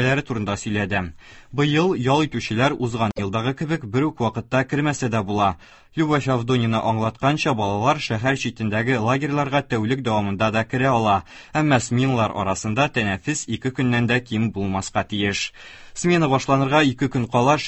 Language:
Tatar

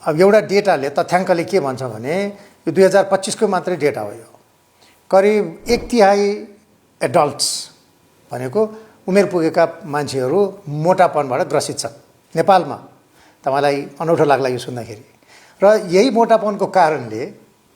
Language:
Nepali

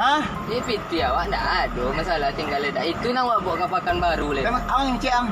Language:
Minangkabau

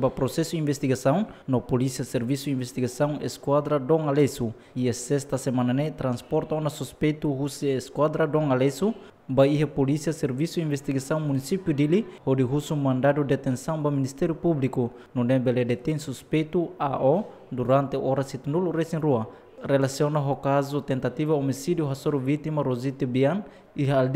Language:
Tetum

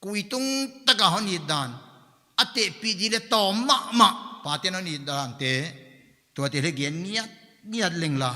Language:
Paite Chin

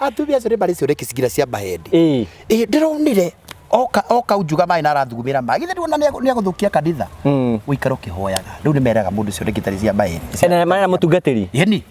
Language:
Kikuyu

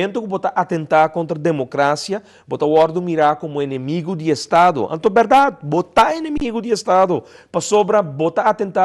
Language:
Papiamento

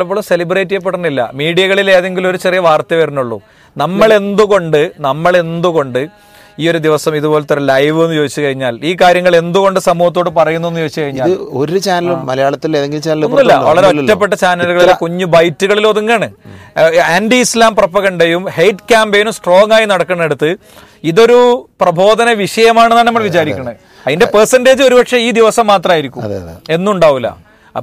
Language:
Malayalam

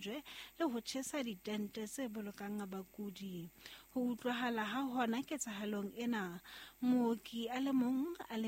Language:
Southern Sotho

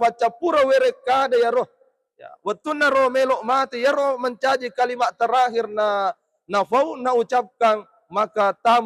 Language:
Buginese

